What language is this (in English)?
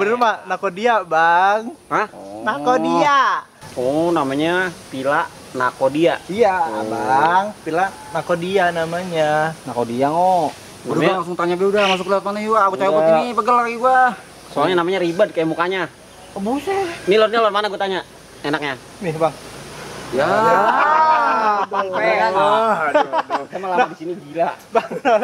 Betawi